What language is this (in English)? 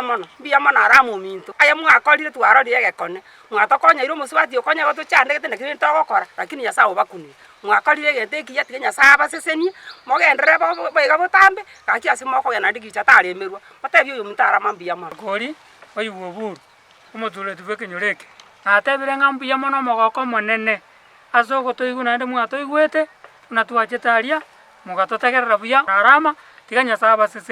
Gusii